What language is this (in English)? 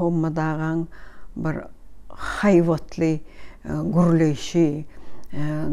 Turkmen